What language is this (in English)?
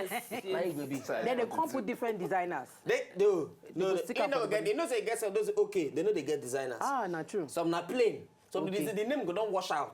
Nigerian Pidgin